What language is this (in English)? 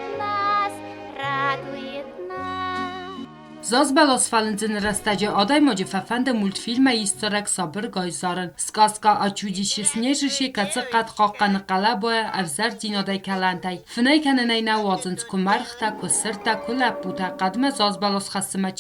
Ossetic